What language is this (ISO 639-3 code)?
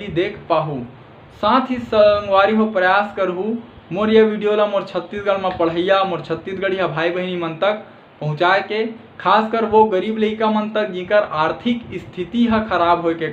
hne